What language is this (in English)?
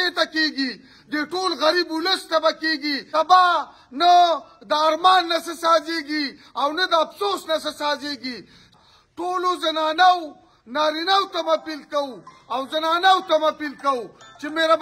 Pashto